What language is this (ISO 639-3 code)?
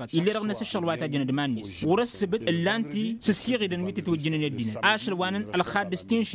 taq